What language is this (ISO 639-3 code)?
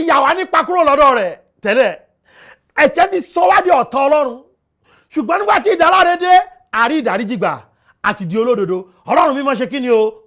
yor